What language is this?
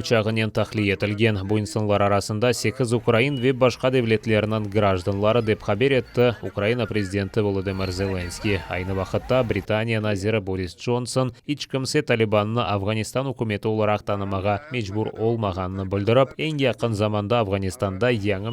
Crimean Tatar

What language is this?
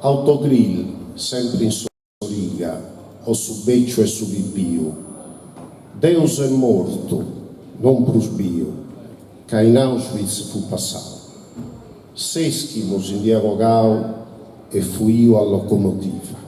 Sardinian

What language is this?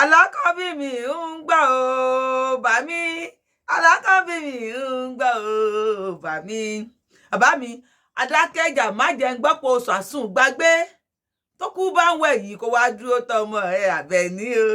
Yoruba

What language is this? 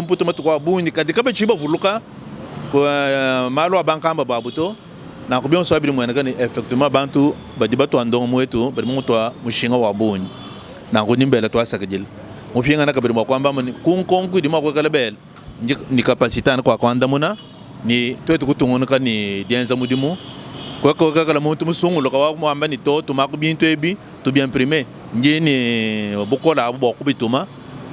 Luba-Lulua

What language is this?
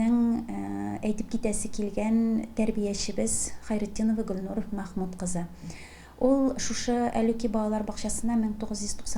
Tatar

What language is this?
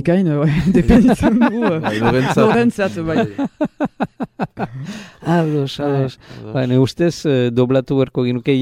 Basque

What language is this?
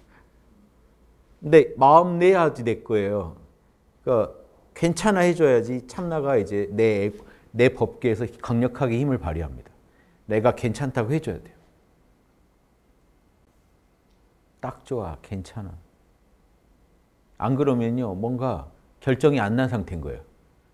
Korean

